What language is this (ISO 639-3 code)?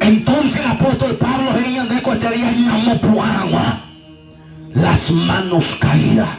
grn